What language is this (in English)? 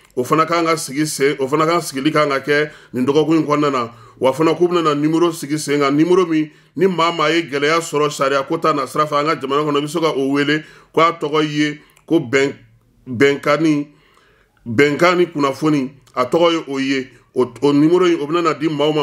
Bambara